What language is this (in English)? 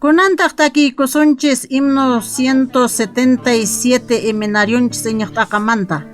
Quechua